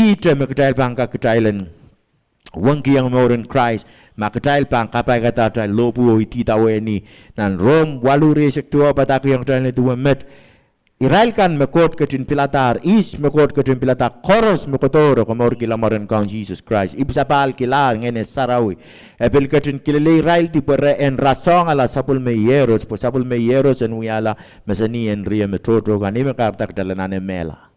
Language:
Pohnpeian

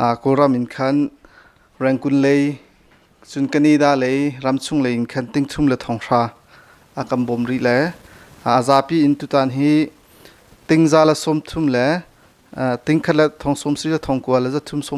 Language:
Hakha Chin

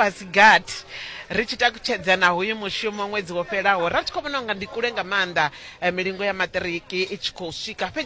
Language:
Venda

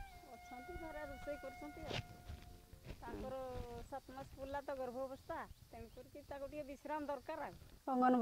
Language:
Odia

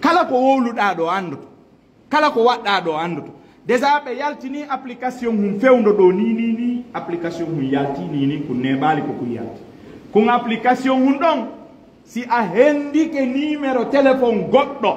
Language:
Fula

